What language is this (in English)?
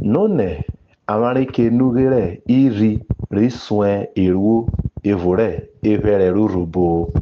Urhobo